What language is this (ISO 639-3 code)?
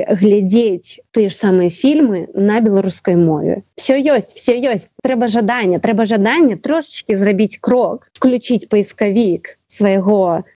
bel